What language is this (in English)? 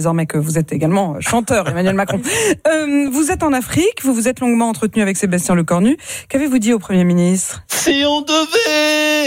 French